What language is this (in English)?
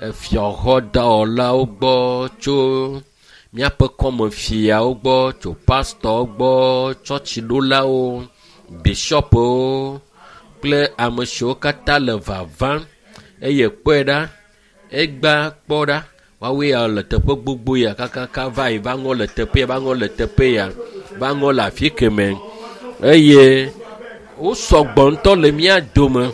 Ewe